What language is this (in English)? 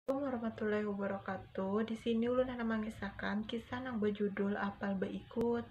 Banjar